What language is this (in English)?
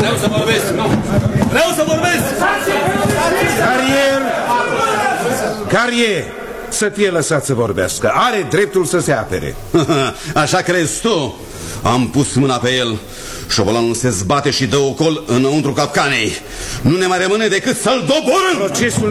Romanian